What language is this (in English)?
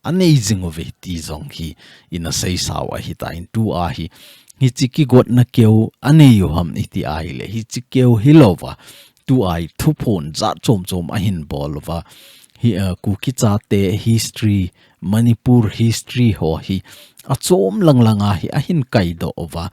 Thado Chin